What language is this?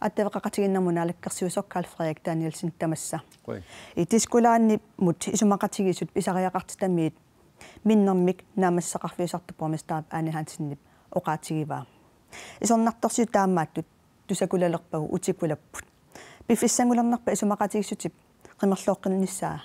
Kalaallisut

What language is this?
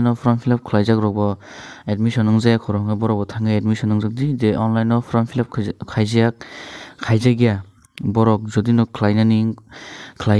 Kok Borok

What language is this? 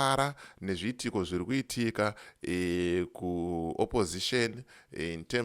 Shona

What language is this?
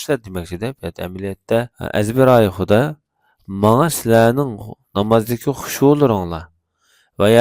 Uyghur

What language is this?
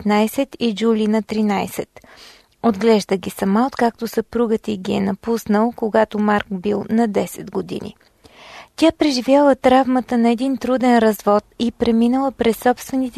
Bulgarian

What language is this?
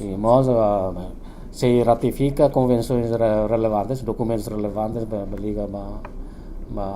Tetum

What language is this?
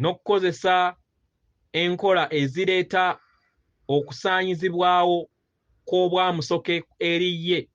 Ganda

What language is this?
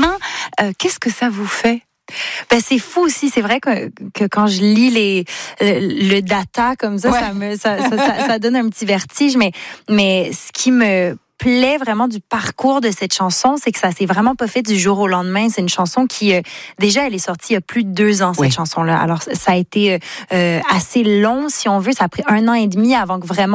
French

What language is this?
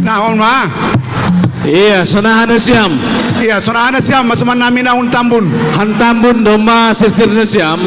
Batak Simalungun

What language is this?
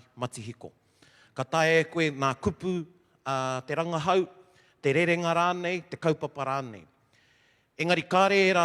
Māori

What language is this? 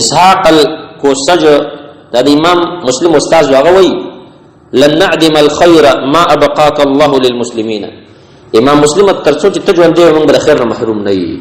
Pashto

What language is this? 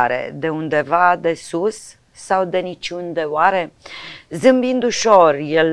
Romanian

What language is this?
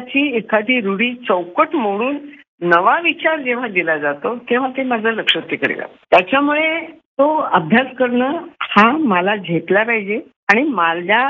Marathi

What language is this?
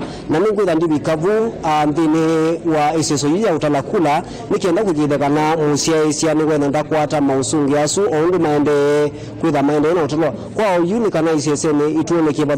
Kamba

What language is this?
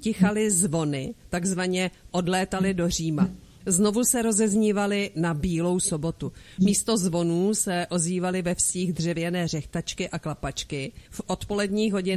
Czech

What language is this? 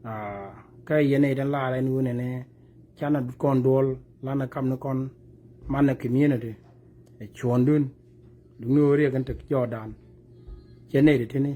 Nuer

